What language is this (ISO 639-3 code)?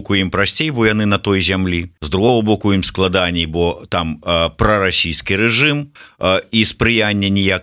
bel